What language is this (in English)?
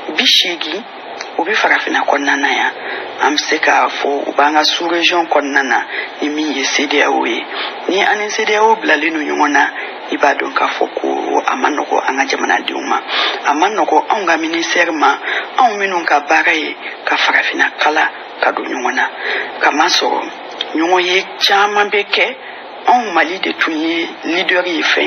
Bambara